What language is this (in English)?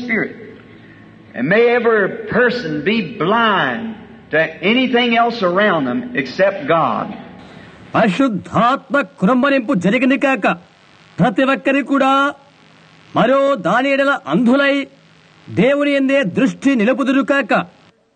Telugu